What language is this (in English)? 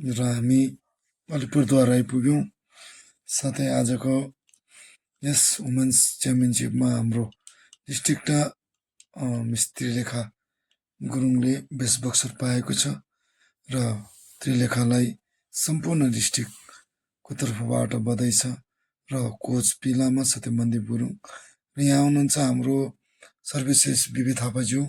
Nepali